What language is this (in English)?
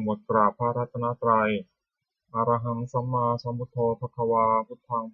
Pali